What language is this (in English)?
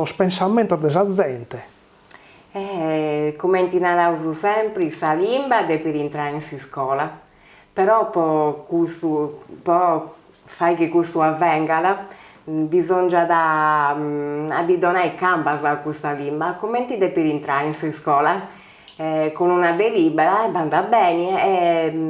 Sardinian